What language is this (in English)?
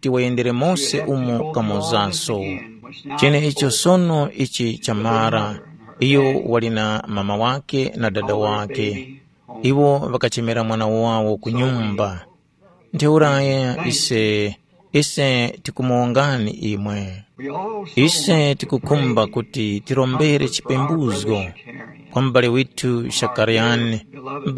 Tumbuka